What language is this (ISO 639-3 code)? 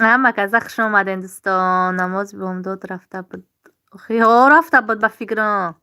tgk